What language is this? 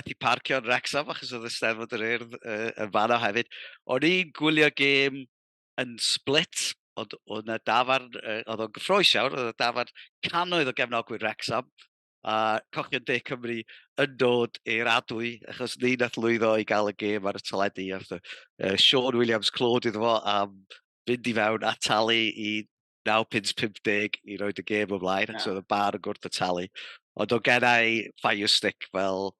Welsh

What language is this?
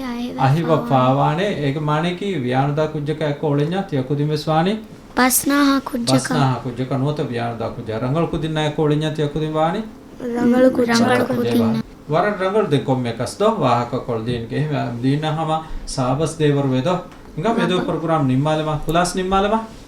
Divehi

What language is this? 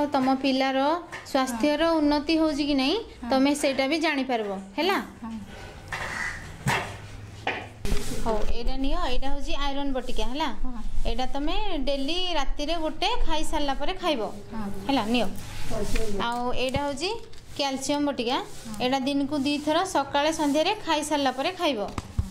Odia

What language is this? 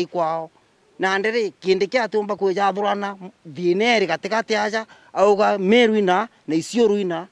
Meru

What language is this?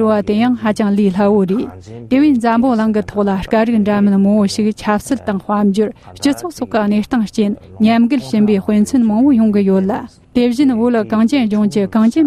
Tibetan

